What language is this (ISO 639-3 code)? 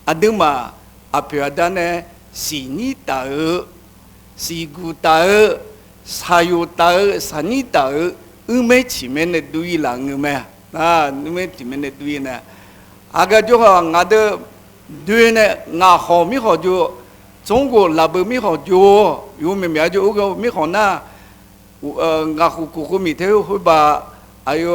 ahk